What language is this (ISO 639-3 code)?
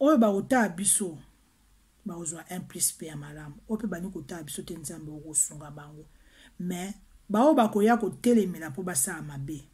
lin